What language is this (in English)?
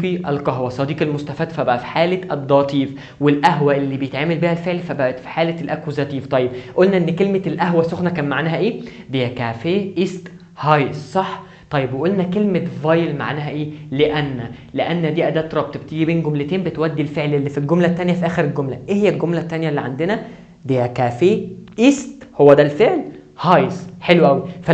Egyptian Arabic